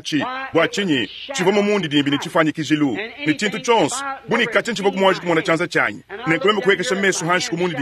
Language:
Luba-Lulua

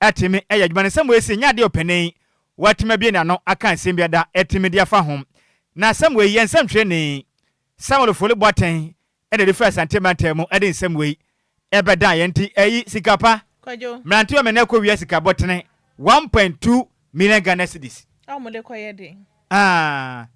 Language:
Akan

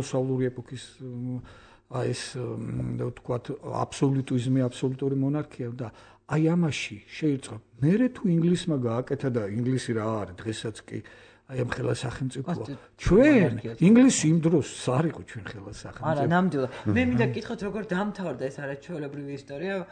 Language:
Georgian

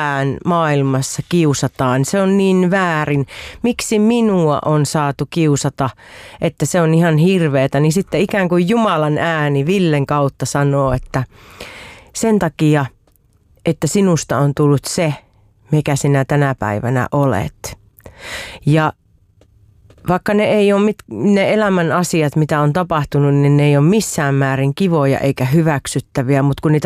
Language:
Finnish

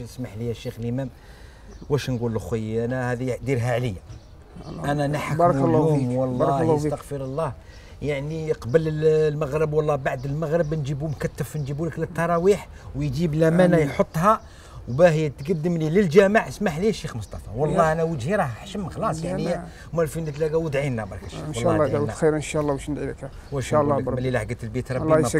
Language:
Algerian Arabic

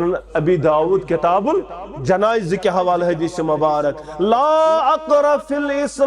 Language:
Kashmiri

